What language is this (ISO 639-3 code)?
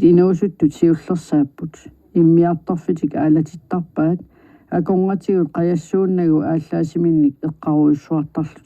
kal